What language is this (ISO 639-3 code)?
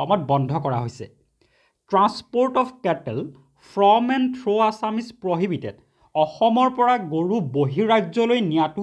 asm